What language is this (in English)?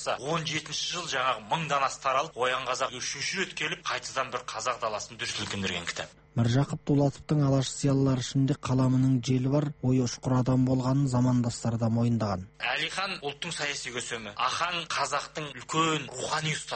Kazakh